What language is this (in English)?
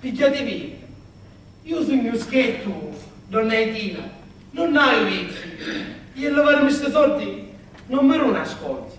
Sicilian